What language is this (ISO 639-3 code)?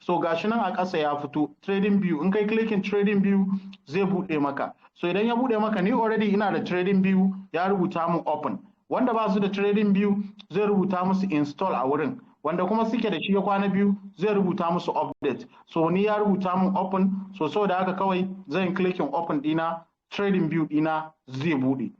hau